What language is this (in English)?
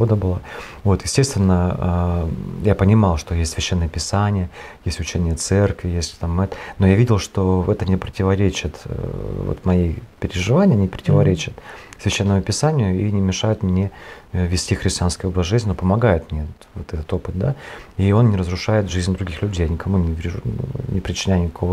Russian